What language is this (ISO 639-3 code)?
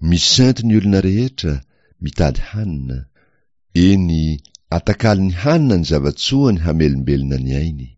mlg